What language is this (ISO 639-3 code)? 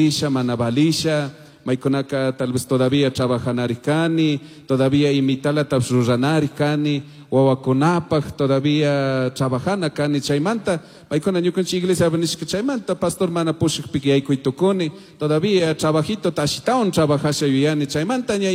qug